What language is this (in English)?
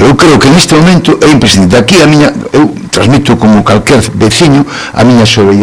Galician